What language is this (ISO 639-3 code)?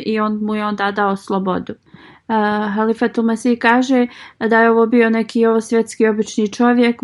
bos